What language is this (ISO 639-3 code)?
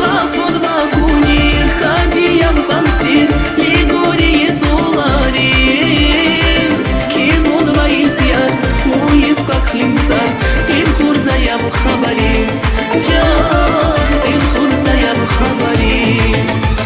tab